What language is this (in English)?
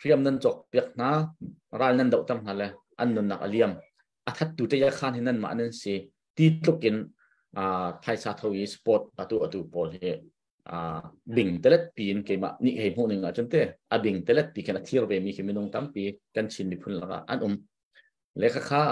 Hakha Chin